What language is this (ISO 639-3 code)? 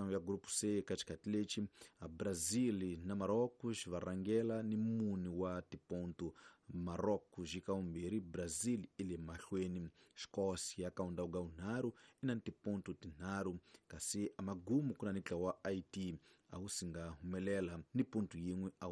tso